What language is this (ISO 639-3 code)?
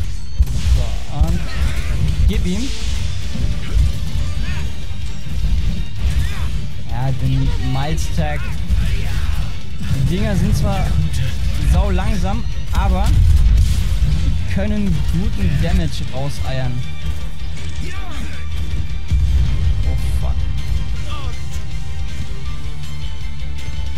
deu